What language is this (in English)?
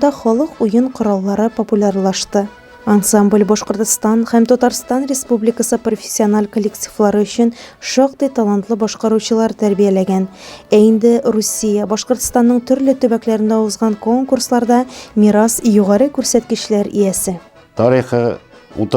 Tatar